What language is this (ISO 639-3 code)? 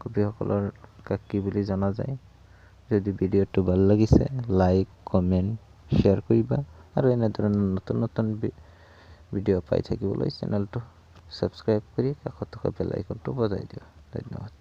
asm